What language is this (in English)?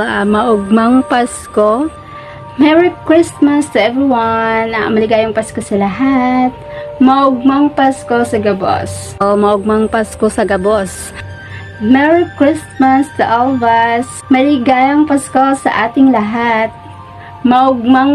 Bikol